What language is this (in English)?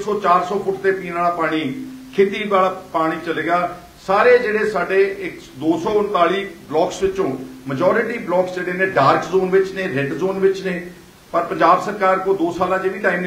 Punjabi